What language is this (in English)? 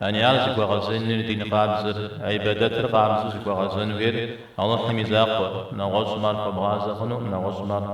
Kabardian